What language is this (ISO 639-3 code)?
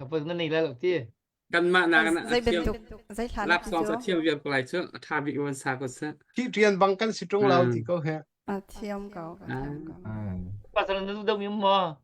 cnh